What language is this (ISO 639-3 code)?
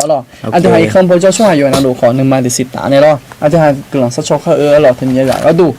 ahk